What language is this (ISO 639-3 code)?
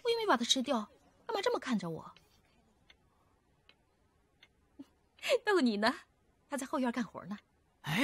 zho